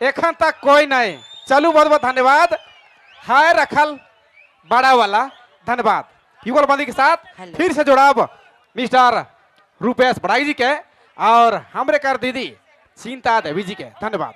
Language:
Sadri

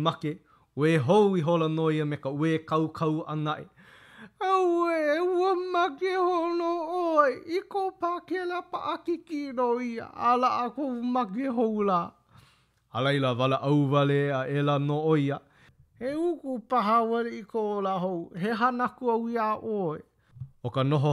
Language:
Hawaiian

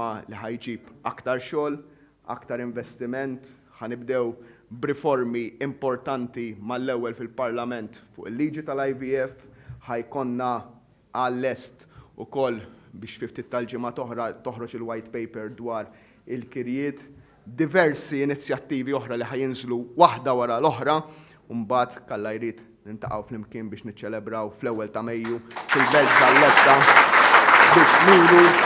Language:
Maltese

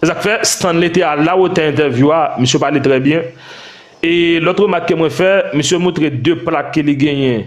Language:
Haitian Creole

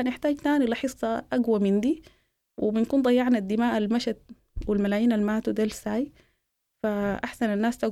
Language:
Sudanese Arabic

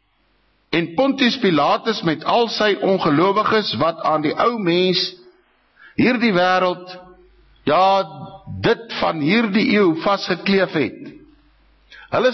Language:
Afrikaans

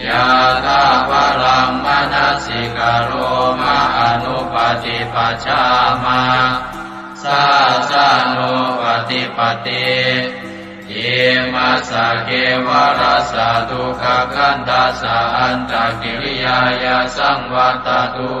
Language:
Pali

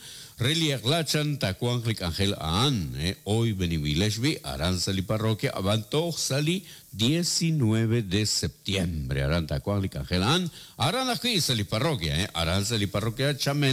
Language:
Kekchí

